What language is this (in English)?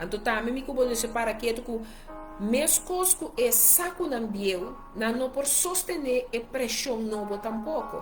Papiamento